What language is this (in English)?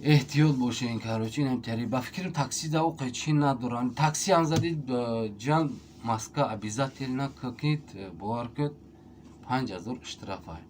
Tajik